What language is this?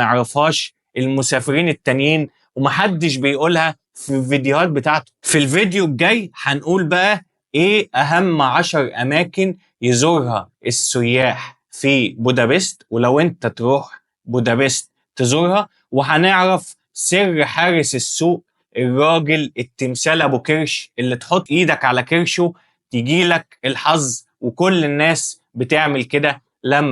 Egyptian Arabic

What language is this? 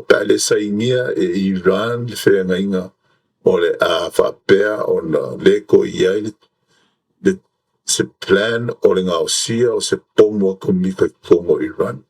Samoan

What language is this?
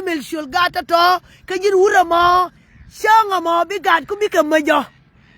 Nuer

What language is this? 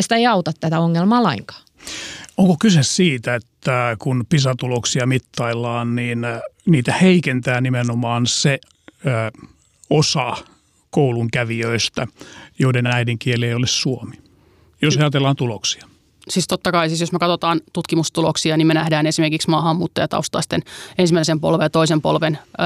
Finnish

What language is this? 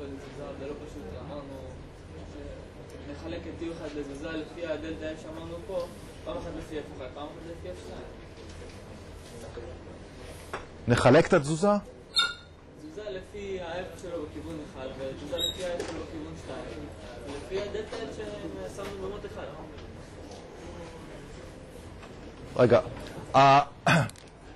Hebrew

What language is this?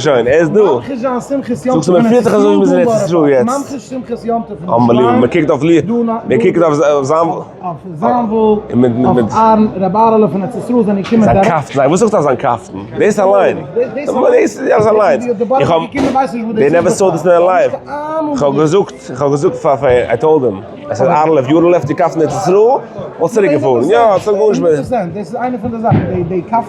Yiddish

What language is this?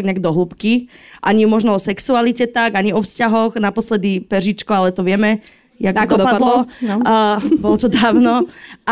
Slovak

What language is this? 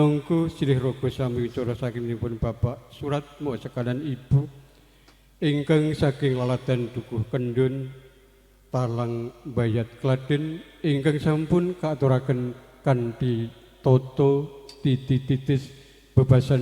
Javanese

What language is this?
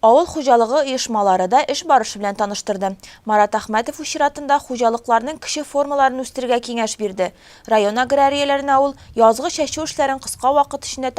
Tatar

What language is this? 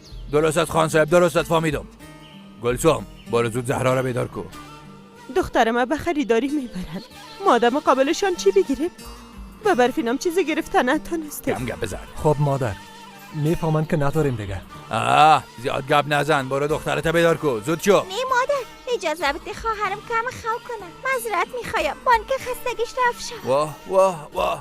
Persian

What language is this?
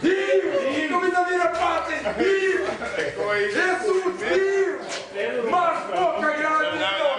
Papiamento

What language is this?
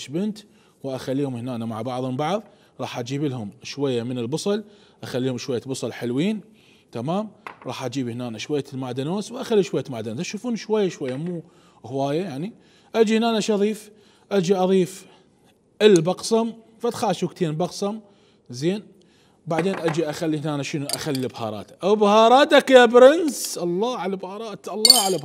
Mesopotamian Arabic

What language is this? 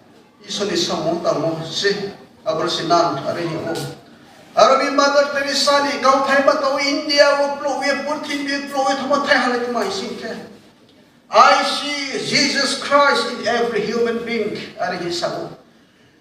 Riang (India)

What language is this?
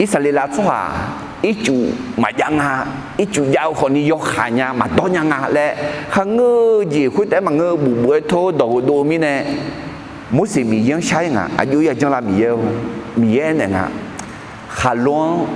Akha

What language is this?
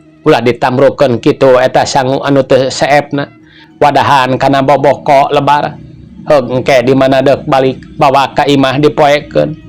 Sundanese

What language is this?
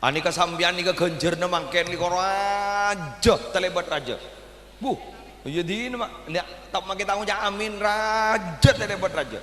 Madurese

